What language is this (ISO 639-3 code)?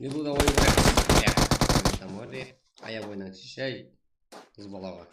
kaa